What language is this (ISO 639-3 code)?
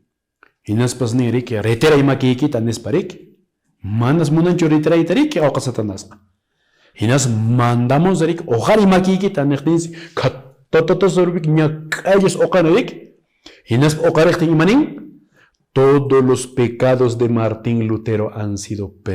que